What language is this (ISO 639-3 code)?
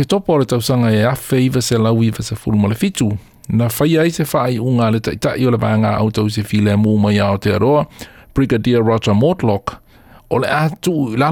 smo